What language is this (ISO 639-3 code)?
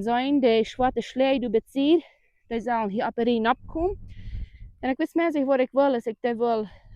pdt